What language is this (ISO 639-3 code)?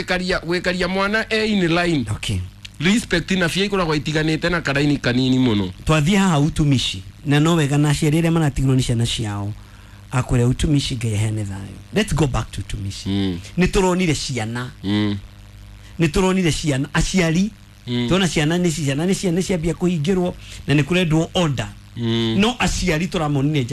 kik